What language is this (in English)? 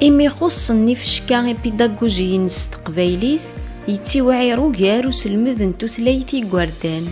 Kabyle